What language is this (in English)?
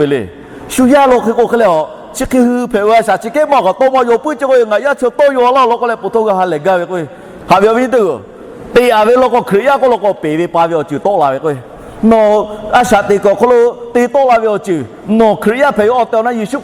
Lahu